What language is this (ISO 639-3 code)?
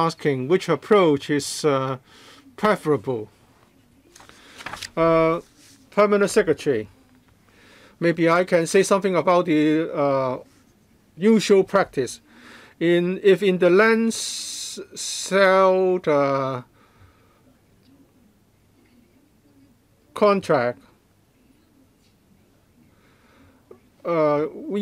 eng